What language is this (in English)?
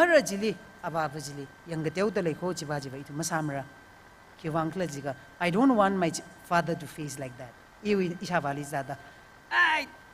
Tangkhul Naga (India)